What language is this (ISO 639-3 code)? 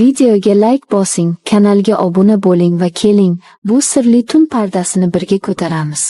uzb